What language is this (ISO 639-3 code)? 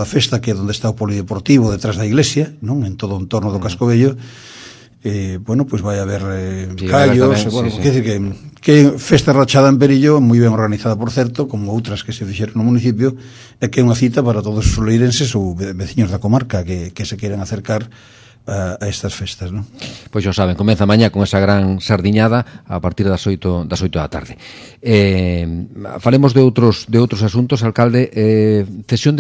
glg